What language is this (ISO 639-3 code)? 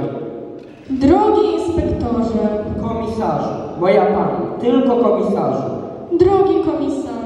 pol